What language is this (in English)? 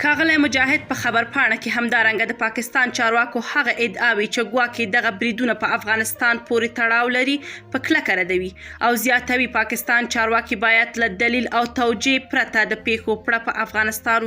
Pashto